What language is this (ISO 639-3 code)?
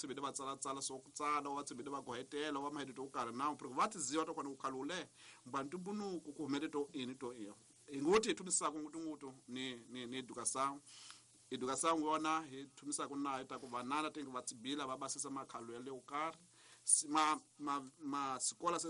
tso